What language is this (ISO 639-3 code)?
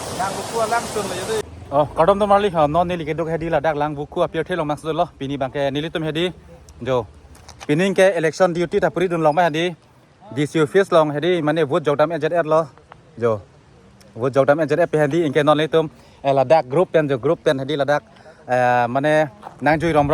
mjw